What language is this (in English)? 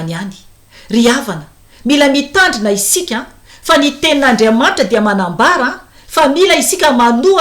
Malagasy